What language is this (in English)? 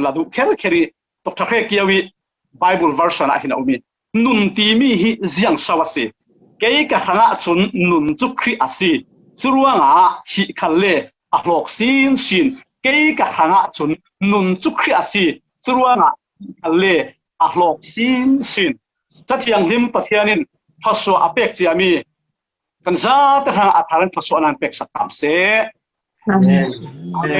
Falam Chin